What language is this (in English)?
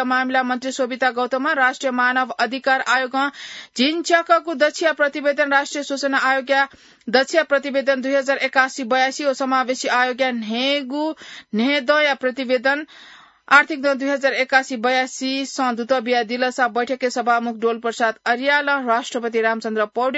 Newari